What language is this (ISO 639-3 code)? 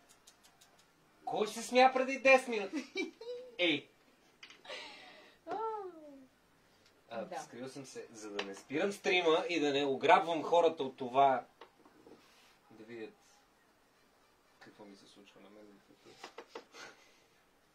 bul